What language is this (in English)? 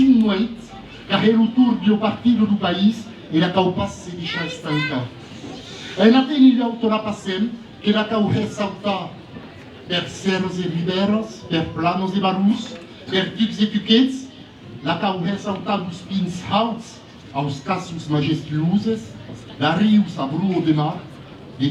Occitan